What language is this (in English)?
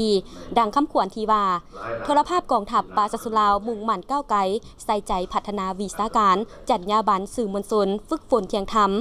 Lao